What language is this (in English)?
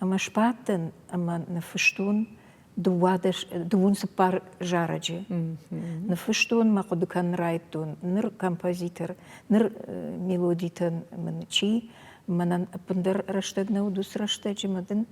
Ossetic